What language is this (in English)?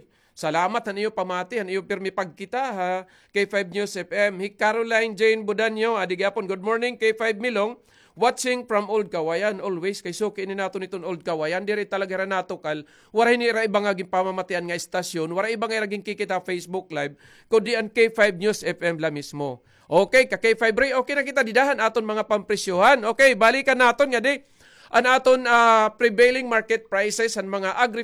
Waray